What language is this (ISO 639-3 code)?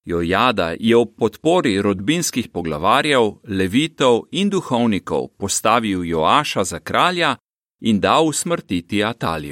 slv